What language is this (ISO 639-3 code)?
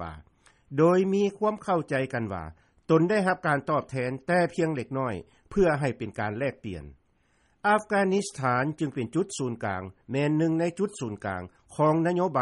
lao